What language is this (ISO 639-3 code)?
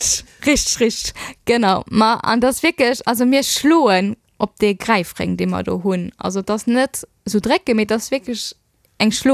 ltz